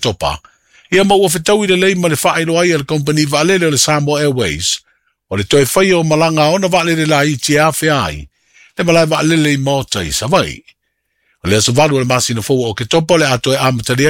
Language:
Samoan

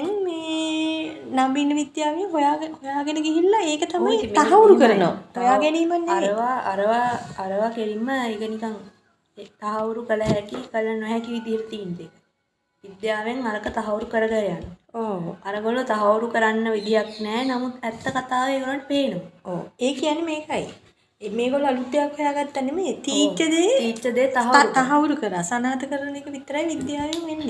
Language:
Sinhala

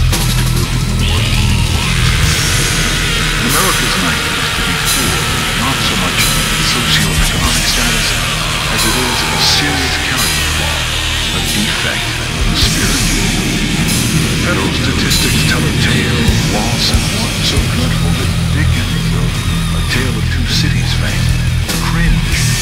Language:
English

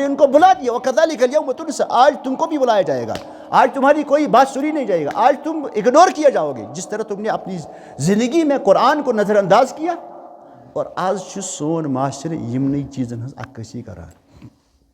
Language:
Kashmiri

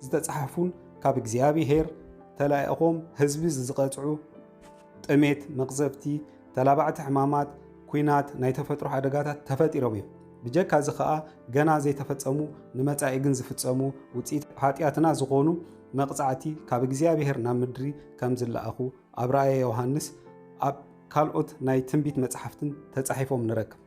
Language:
Tigrinya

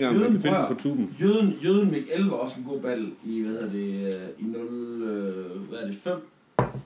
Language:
Danish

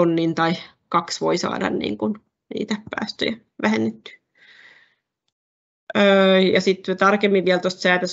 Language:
Finnish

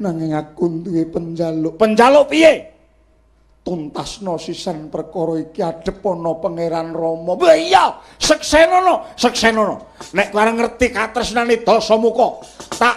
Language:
Javanese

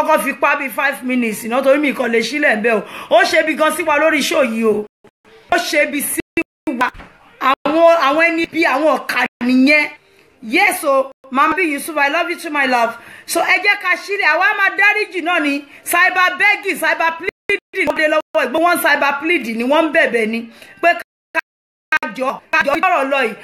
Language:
Yoruba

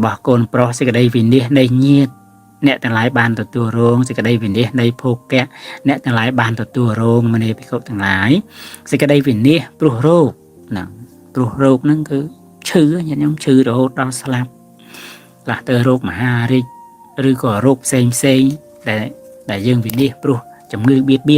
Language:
Khmer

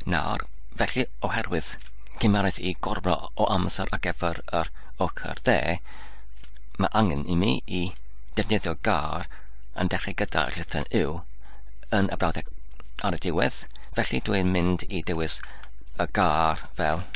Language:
Welsh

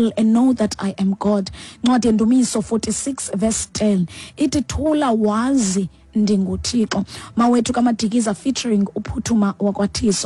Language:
Xhosa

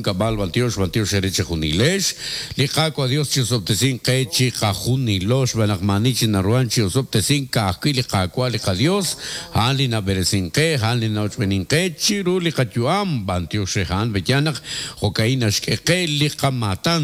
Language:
Kekchí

